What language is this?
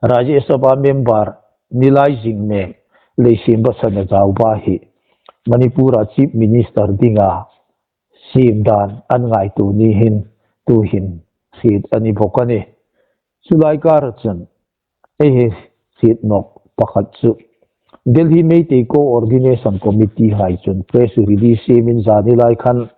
Hmar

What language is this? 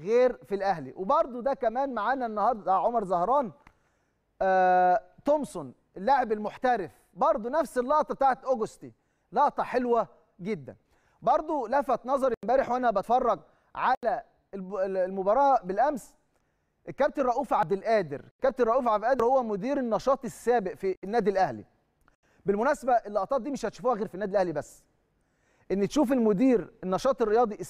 Egyptian Arabic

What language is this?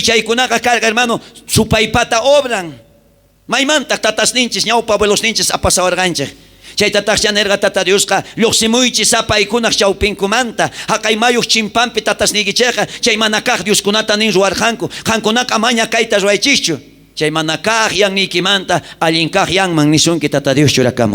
South Bolivian Quechua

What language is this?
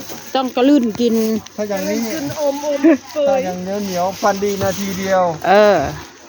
Northeastern Thai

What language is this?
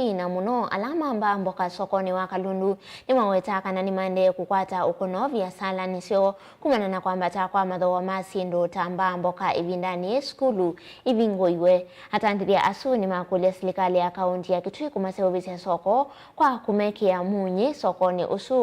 Kamba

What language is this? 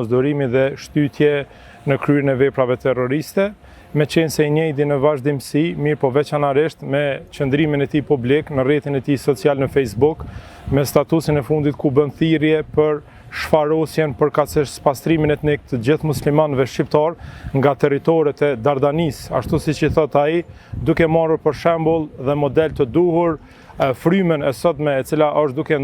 Albanian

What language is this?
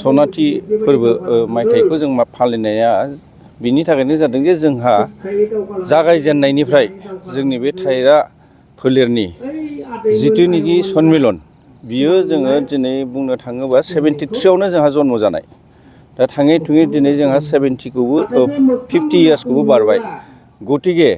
Bodo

